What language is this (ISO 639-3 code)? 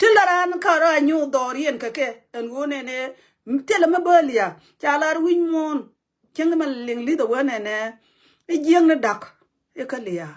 nus